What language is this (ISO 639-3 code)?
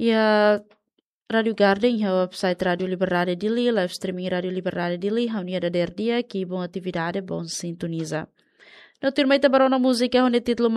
tet